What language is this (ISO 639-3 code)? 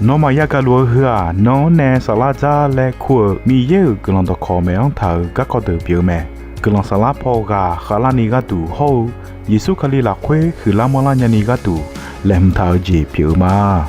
ahk